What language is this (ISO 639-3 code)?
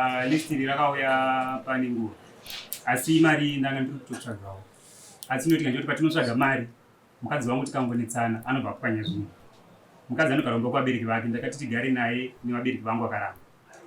sna